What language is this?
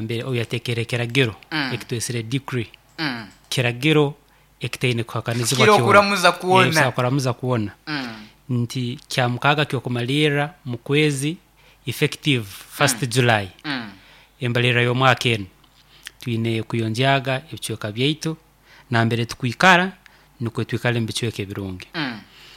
Nyoro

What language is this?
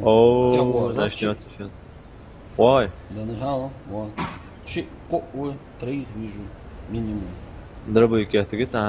Ingush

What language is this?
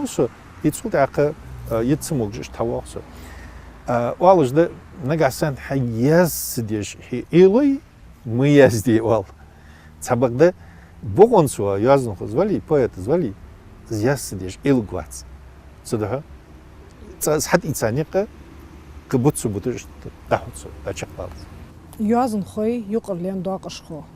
Ingush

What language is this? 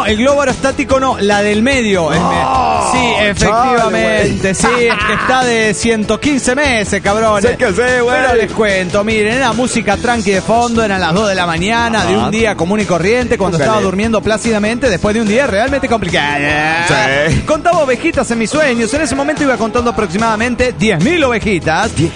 Spanish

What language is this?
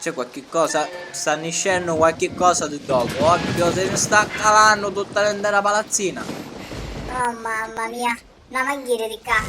Sicilian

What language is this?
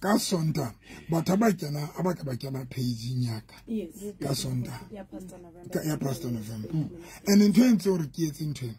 Southern Sotho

